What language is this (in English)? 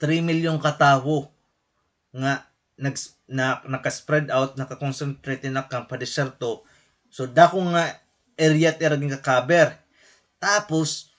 Waray